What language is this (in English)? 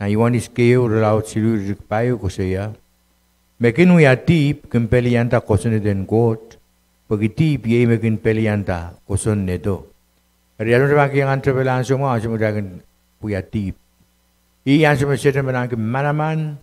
Pohnpeian